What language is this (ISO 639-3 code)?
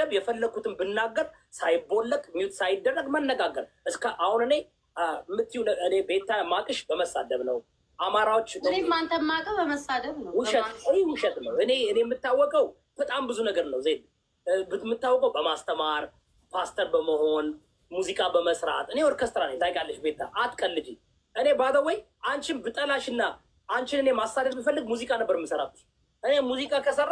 amh